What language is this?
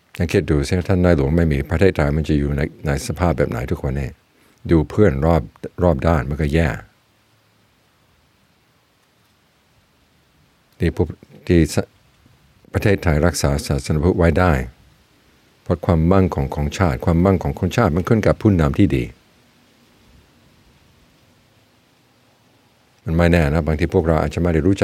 Thai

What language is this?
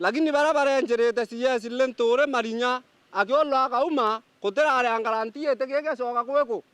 Meru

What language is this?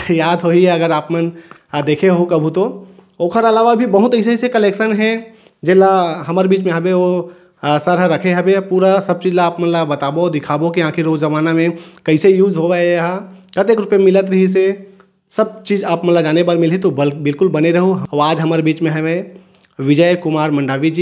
Chhattisgarhi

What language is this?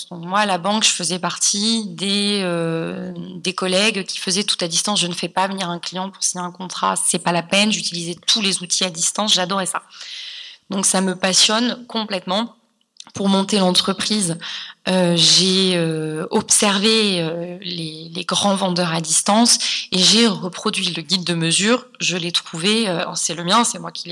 French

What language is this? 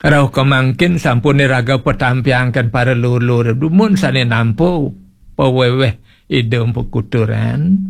Balinese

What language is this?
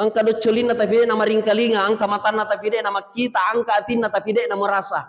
Buginese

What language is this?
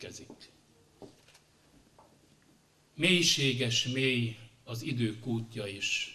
Hungarian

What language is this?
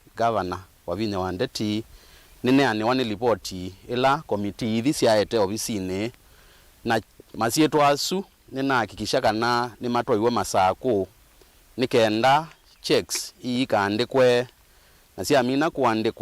Kamba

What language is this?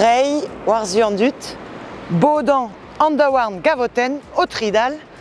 Breton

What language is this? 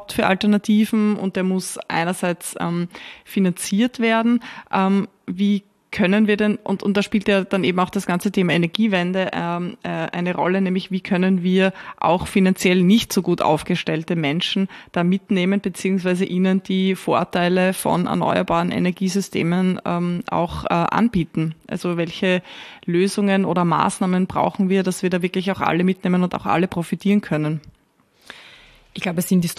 German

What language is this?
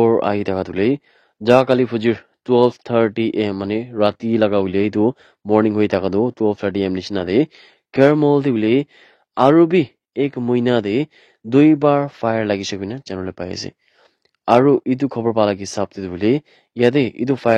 Naga Pidgin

